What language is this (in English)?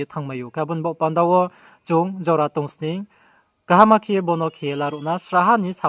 Riang (India)